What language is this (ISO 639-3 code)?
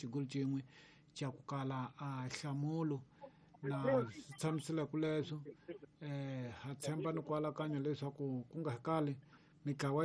tso